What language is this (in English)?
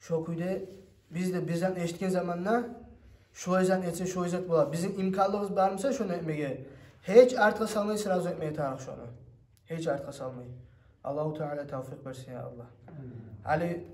Kumyk